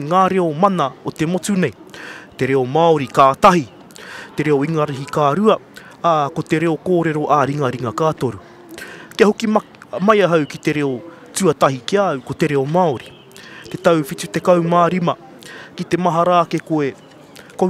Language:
Māori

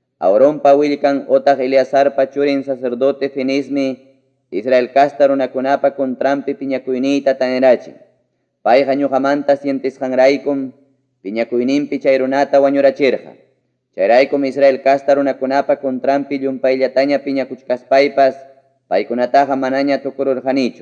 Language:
Ayacucho Quechua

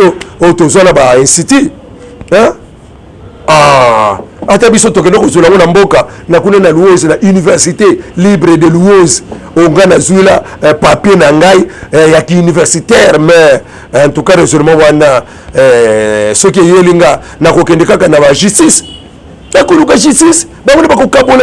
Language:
Lingala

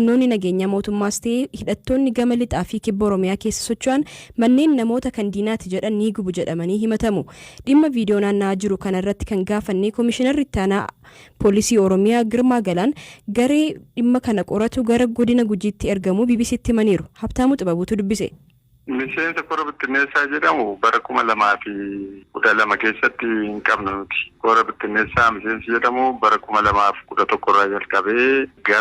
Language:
Oromo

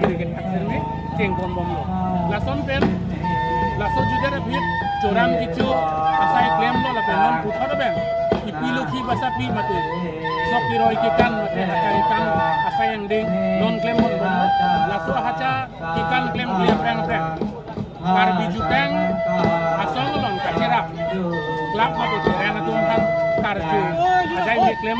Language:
Karbi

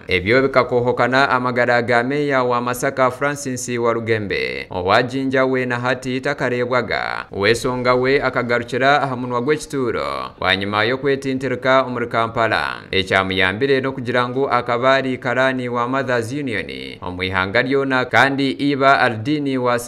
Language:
Nyankole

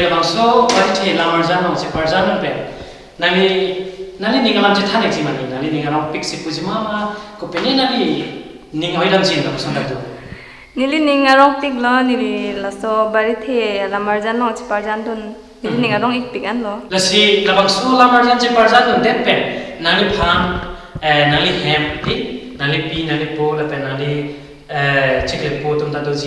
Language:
Karbi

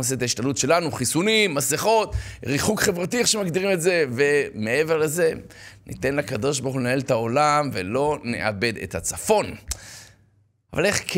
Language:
Hebrew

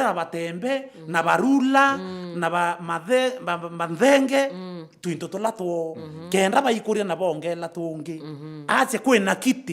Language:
Meru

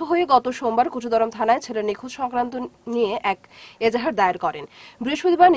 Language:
Bangla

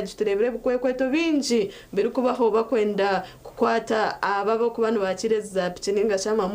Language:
Nyankole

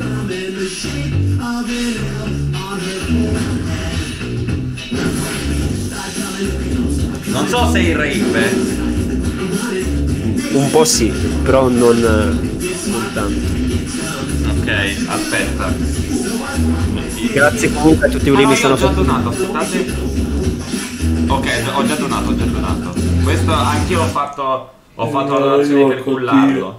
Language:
Italian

